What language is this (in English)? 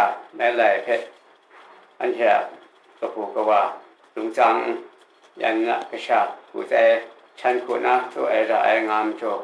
Kachin